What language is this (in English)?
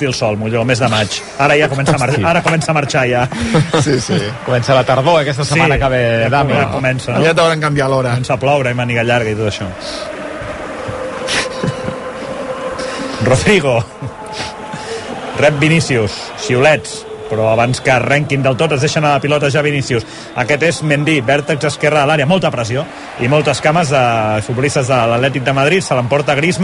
Catalan